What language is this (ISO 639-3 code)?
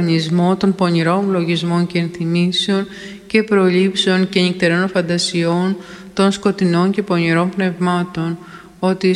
ell